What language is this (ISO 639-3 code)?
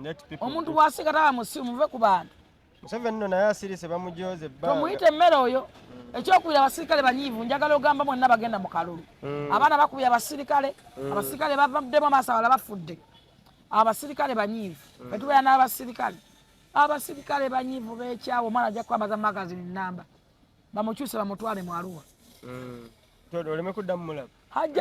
lug